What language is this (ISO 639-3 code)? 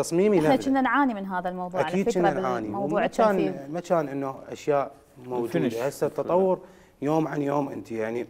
acm